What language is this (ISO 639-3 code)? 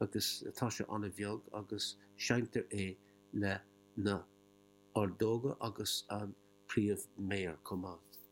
gle